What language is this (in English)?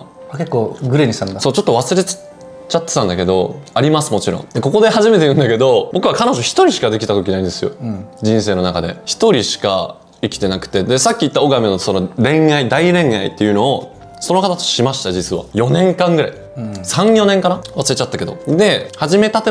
Japanese